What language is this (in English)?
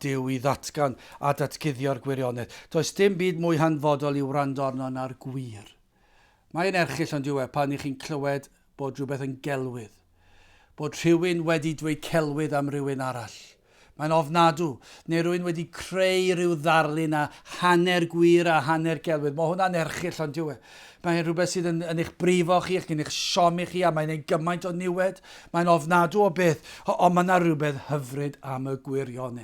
Welsh